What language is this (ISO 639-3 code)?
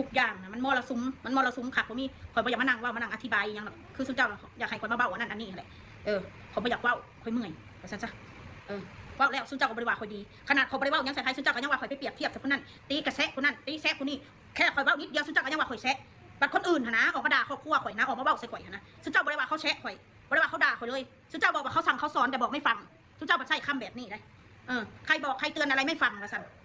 tts